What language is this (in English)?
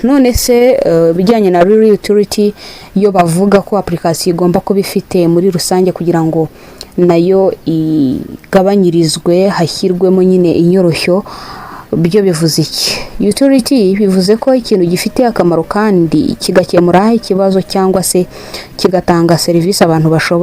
Kinyarwanda